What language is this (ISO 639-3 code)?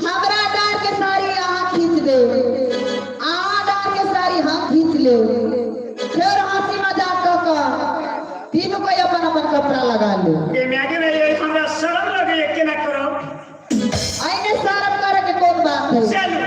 mai